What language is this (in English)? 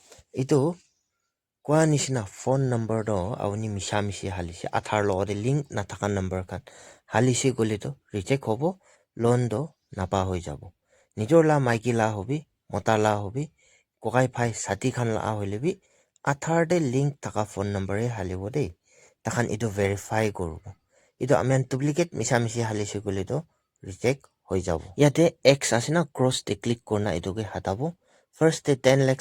Naga Pidgin